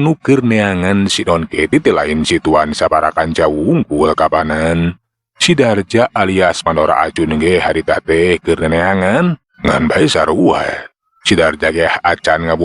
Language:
Sundanese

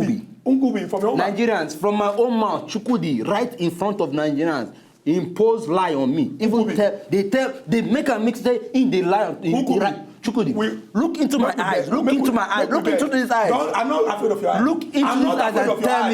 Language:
Nigerian Pidgin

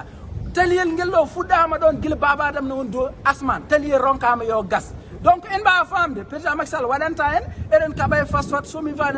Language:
Fula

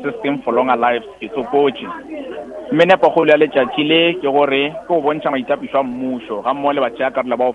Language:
Northern Sotho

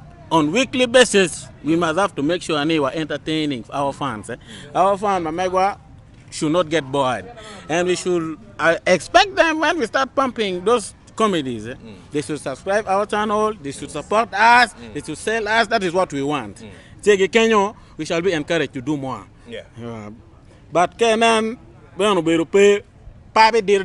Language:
Acoli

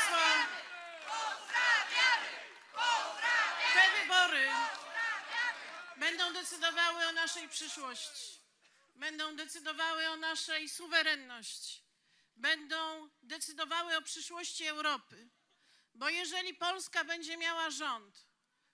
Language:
Polish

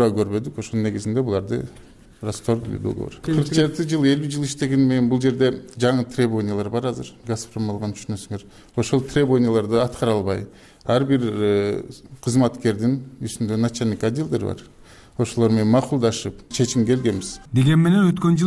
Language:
Kyrgyz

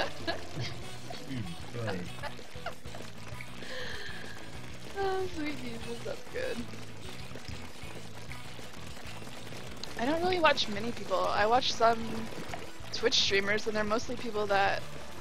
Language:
English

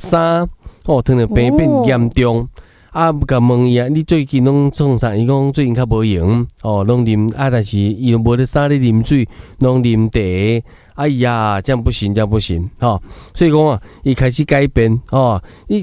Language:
Min Nan Chinese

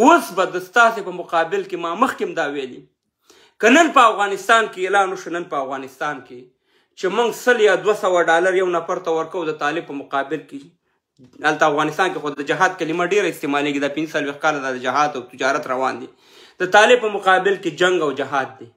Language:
Pashto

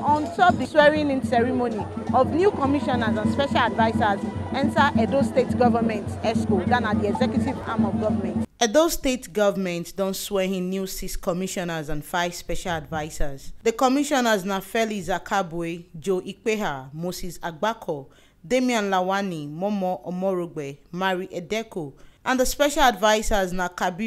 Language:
Nigerian Pidgin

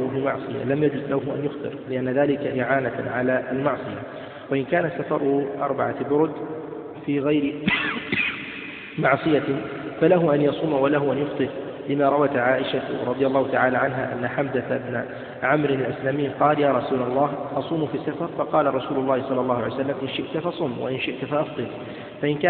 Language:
Arabic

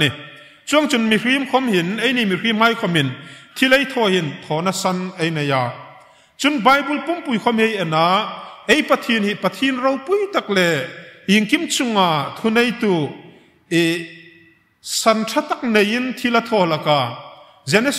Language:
Hmar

